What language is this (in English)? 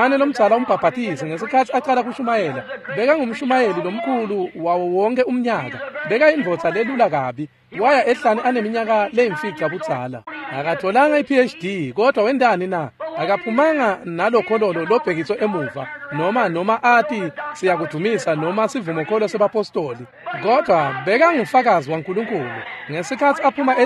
Swati